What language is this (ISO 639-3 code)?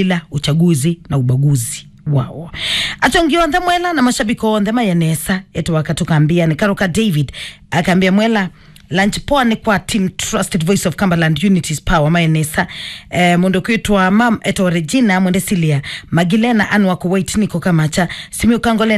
kam